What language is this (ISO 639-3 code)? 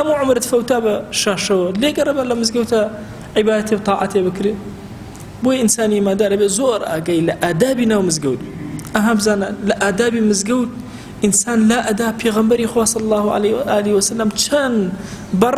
ckb